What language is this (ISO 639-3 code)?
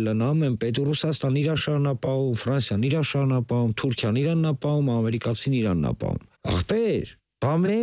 hye